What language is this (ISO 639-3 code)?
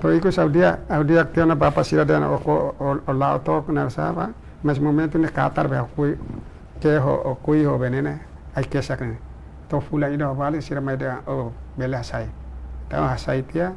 tet